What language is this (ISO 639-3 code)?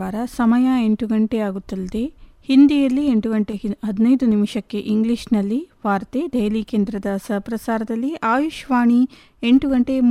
kan